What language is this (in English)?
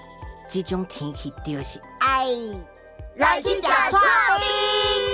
Min Nan Chinese